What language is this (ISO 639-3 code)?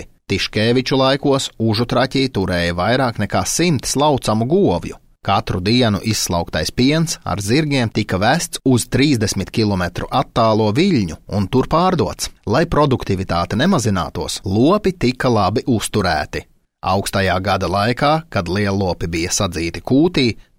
lav